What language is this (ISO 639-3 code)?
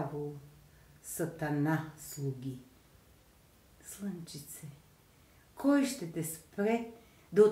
bul